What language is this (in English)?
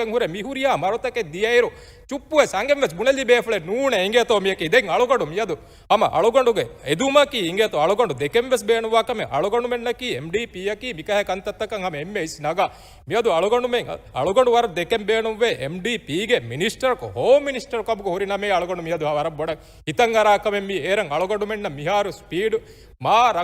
Divehi